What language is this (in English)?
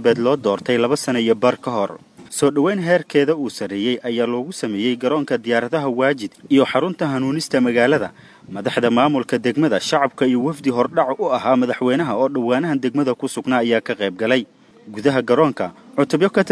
Somali